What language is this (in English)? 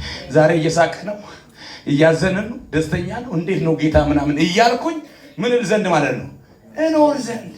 Amharic